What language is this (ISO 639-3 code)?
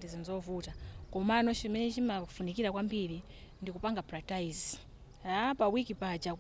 nya